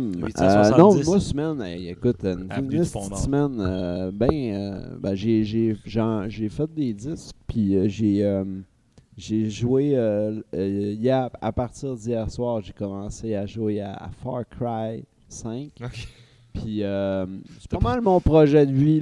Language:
French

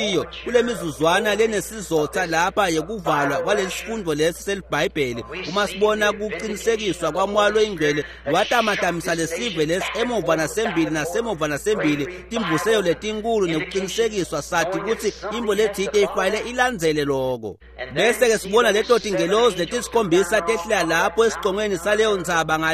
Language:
Swati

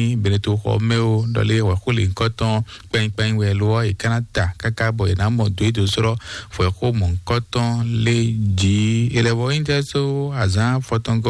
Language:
Fon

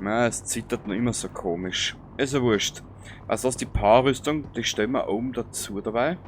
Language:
Bavarian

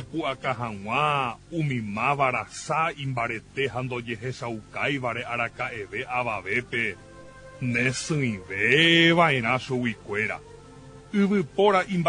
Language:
Guarani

